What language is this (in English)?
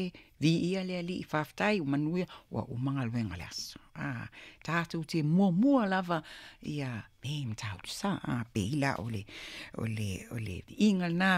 Samoan